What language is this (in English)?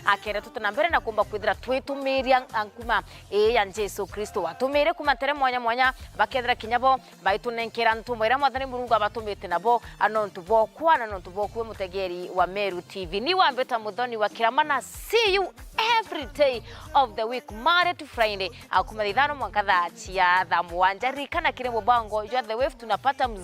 Meru